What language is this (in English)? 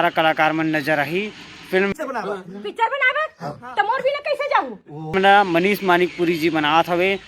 Chhattisgarhi